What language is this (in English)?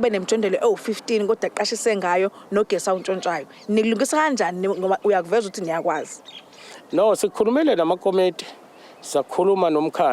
Zulu